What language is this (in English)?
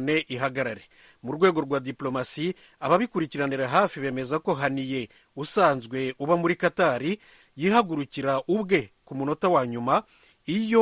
Kinyarwanda